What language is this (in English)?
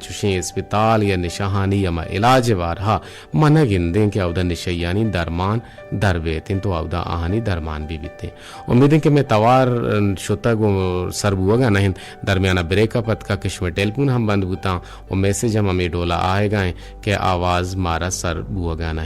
Eastern Balochi